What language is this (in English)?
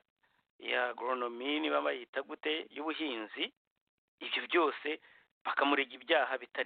Kinyarwanda